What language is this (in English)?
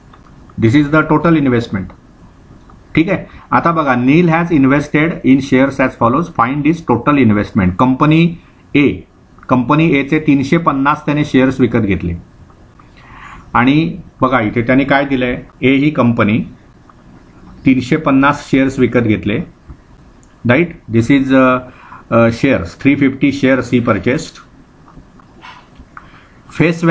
Marathi